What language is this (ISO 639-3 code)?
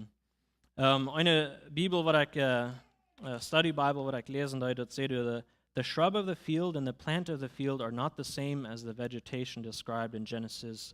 pdt